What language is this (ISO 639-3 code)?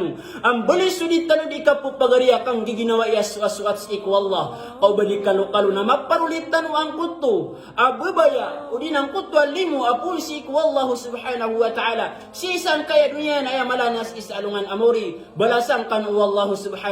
mrw